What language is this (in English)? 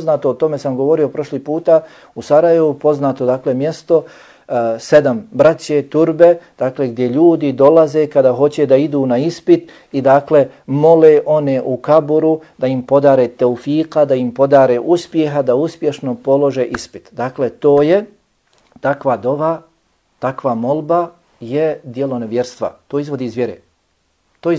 Bosnian